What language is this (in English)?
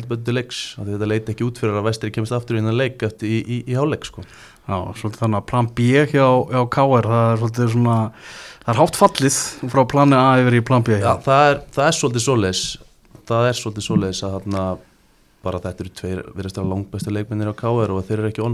Icelandic